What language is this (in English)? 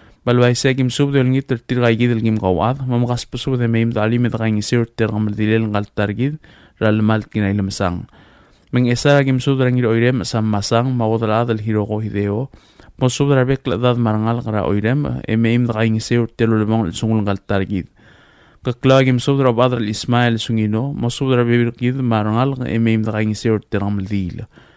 Palauan